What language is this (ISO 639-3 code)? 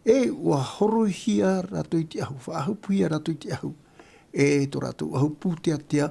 tah